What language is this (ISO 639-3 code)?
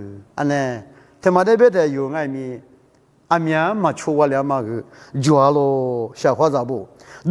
lis